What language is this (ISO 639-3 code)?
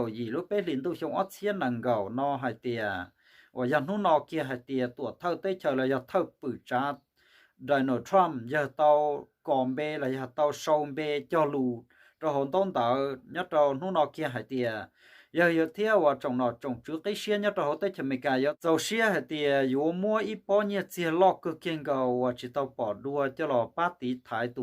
hmn